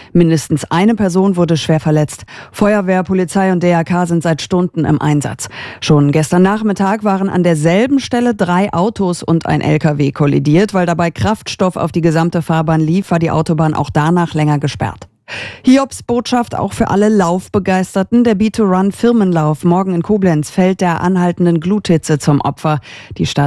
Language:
German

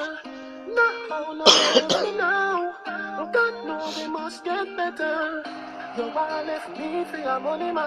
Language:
Jamaican Creole English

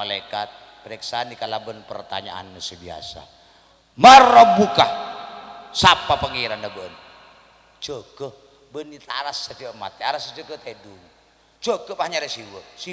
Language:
Madurese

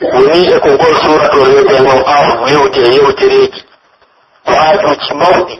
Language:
Pular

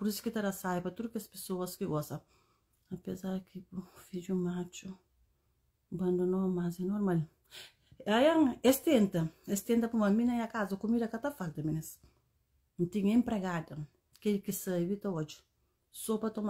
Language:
Kabuverdianu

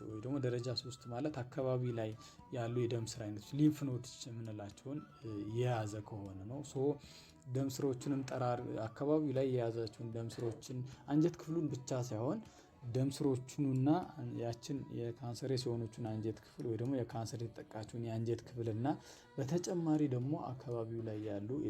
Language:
Amharic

